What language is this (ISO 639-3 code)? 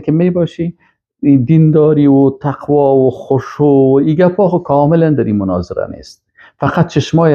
fas